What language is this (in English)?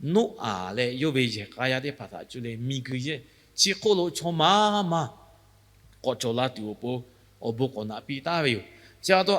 Lahu